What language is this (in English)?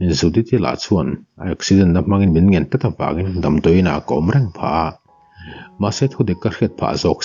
Mizo